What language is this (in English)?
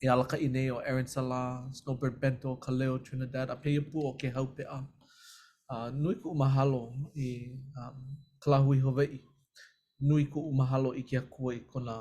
Hawaiian